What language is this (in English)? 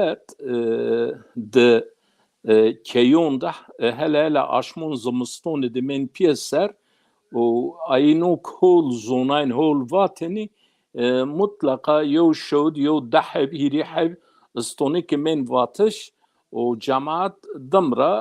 Zaza